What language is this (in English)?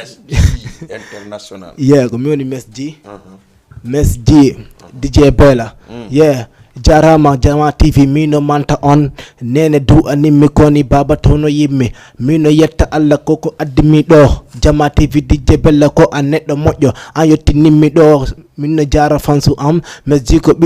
Fula